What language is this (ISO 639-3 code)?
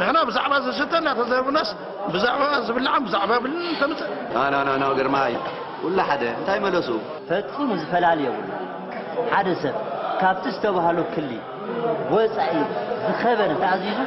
tir